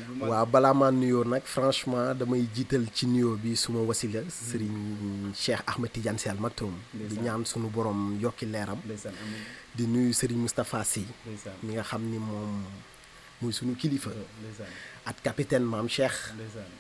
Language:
Wolof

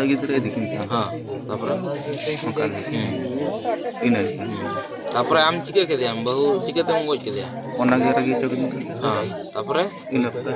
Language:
Santali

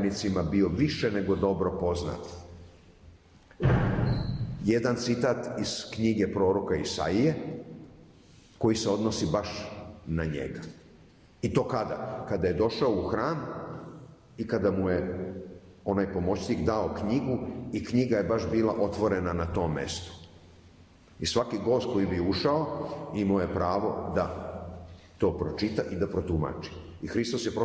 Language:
Serbian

